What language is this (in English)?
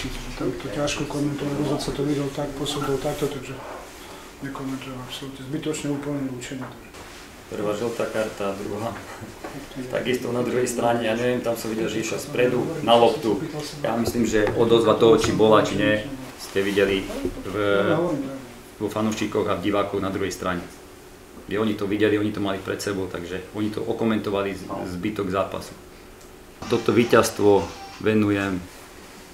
Slovak